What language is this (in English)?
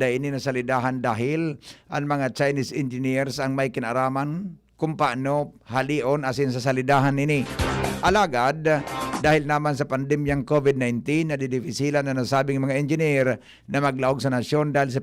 Bikol